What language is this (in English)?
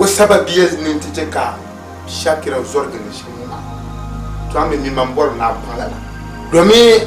Dagbani